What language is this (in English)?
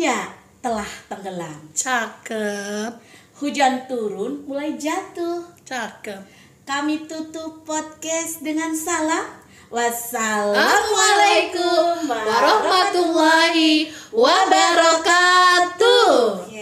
Indonesian